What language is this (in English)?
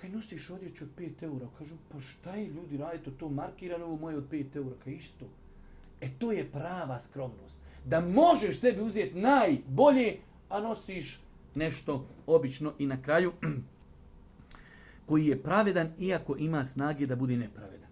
Bosnian